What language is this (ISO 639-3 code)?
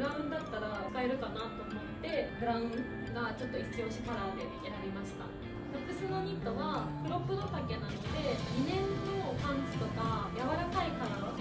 jpn